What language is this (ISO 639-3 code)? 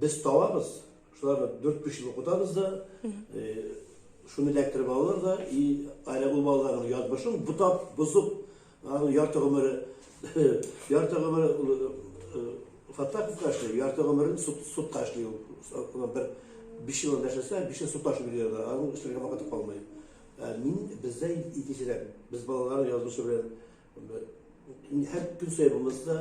tat